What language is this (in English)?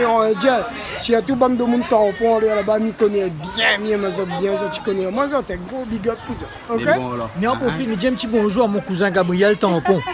Réunion Creole French